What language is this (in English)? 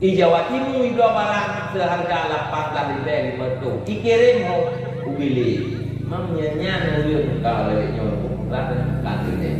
Achinese